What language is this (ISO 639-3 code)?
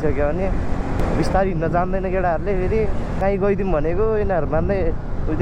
nep